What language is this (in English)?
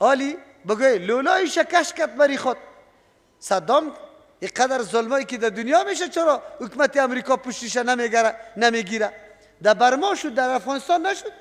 Persian